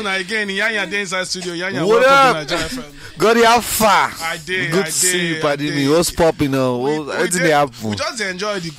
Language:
Nigerian Pidgin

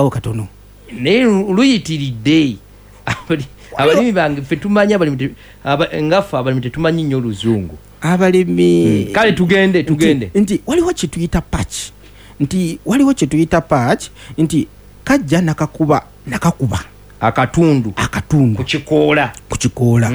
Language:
Ganda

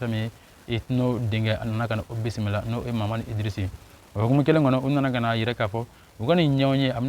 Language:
Bambara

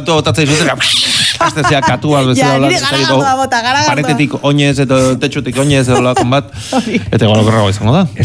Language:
Basque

